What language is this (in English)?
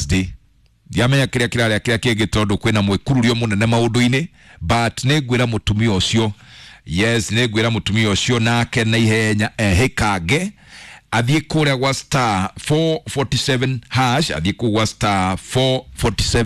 Kikuyu